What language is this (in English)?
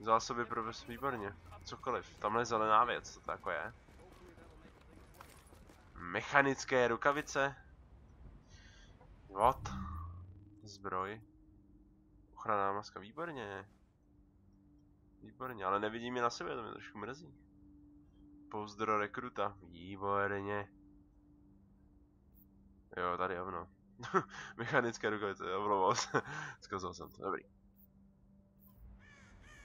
Czech